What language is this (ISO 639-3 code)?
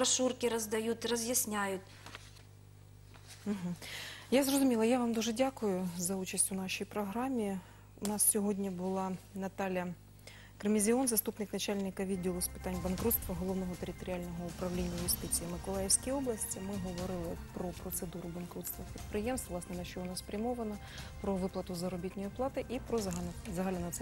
ukr